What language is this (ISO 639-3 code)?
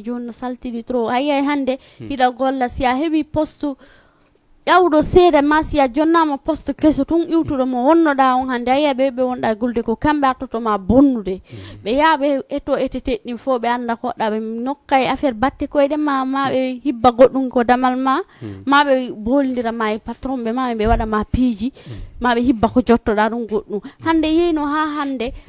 ful